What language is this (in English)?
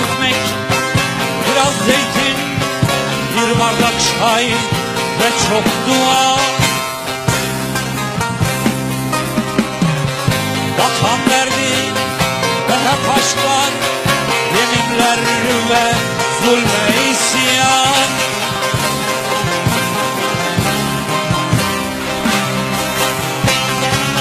Turkish